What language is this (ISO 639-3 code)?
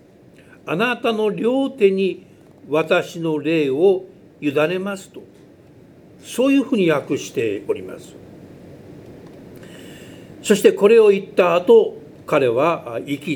jpn